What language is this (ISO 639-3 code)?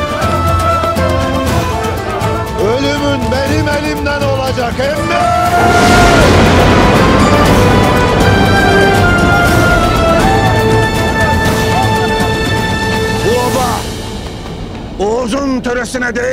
tur